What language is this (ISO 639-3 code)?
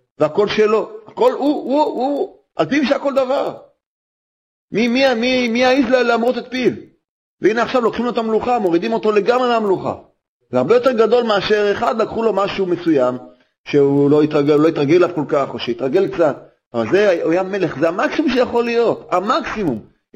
heb